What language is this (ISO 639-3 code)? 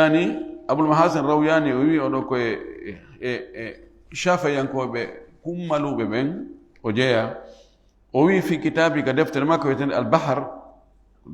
ful